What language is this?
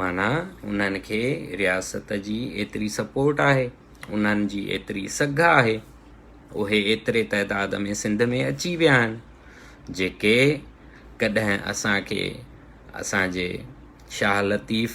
Sindhi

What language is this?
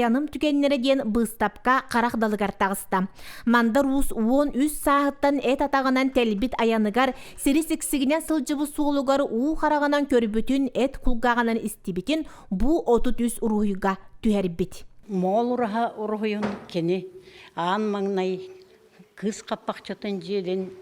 Yakut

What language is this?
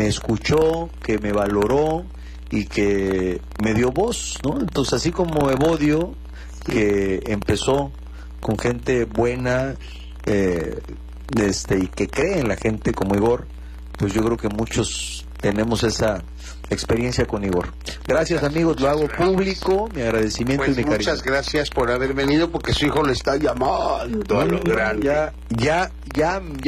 Spanish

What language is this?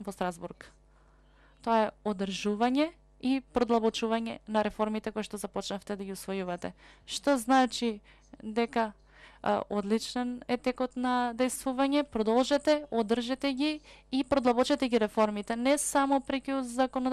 Macedonian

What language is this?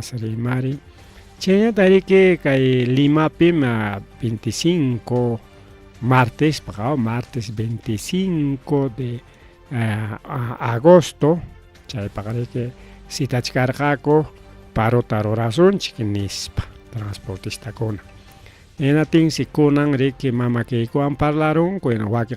Ayacucho Quechua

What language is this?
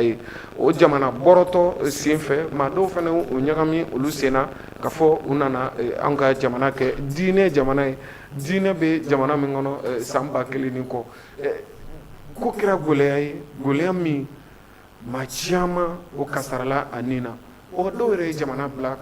Bambara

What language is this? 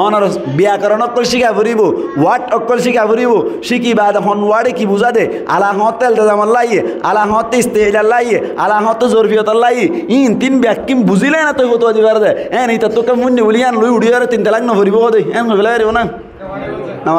Rohingya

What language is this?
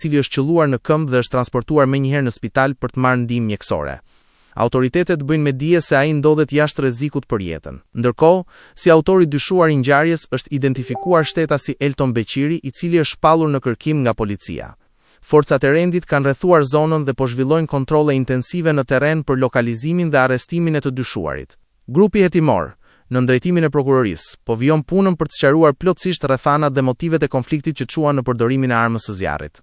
Albanian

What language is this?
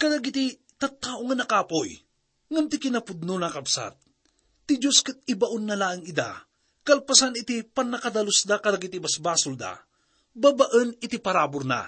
Iloko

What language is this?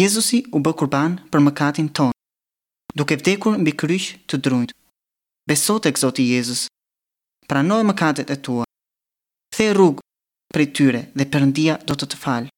Albanian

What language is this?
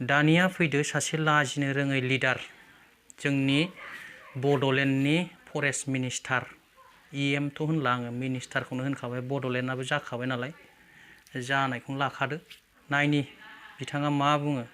Bodo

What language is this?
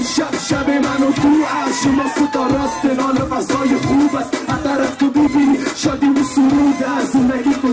Persian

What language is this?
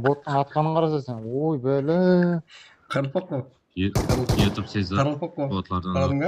Kara-Kalpak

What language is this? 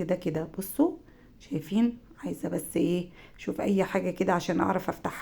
Egyptian Arabic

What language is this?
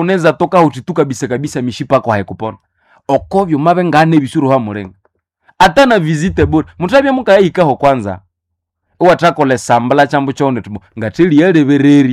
Nande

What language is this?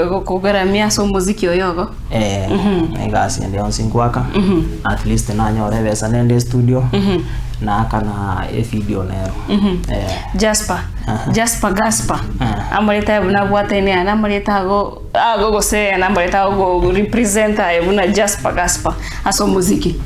Gusii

